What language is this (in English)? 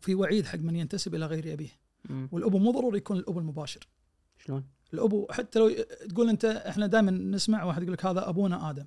Najdi Arabic